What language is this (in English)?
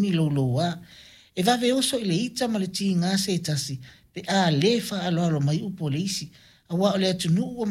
Samoan